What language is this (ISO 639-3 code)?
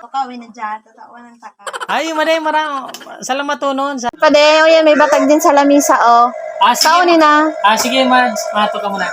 bik